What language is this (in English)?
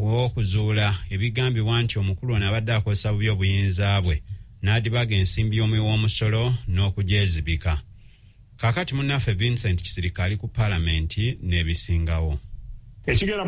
Ganda